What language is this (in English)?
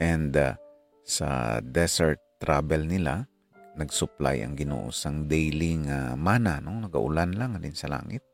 Hiligaynon